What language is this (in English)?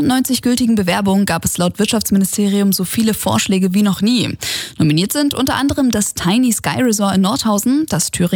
German